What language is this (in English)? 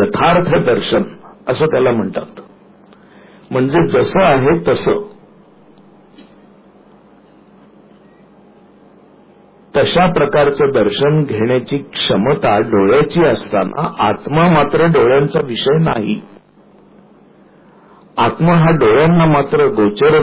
Marathi